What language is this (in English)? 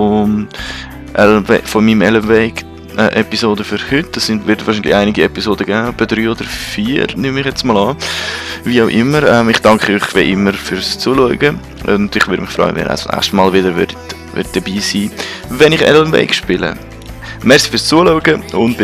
Swiss German